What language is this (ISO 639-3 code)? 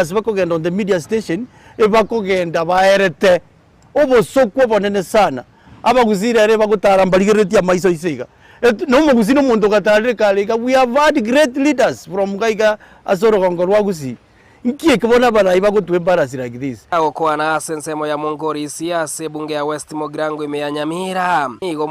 guz